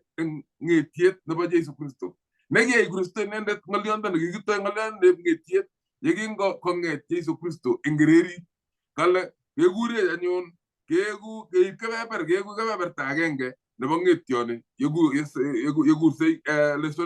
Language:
Kalenjin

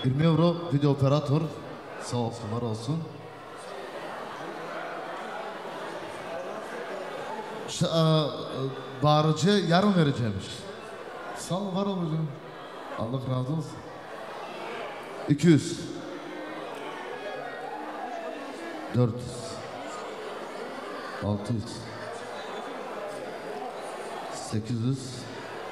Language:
Turkish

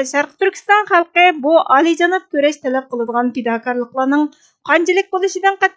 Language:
Uyghur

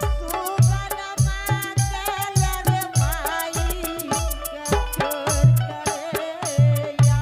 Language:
Angika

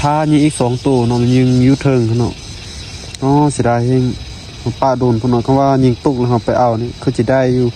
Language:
Lao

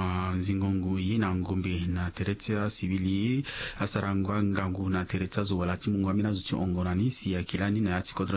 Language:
Sango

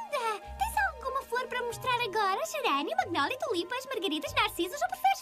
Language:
Portuguese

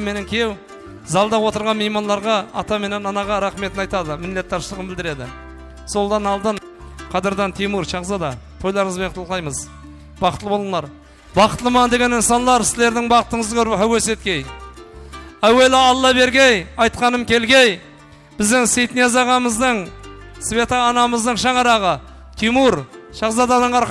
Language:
Kara-Kalpak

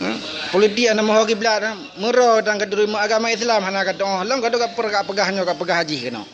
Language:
Achinese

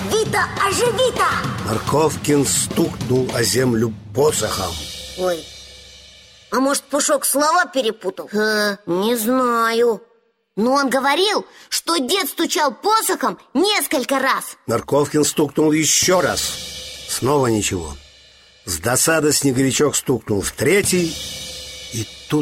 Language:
Russian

